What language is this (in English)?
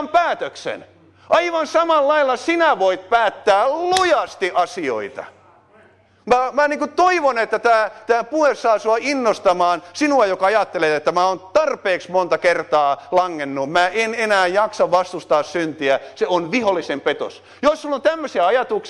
Finnish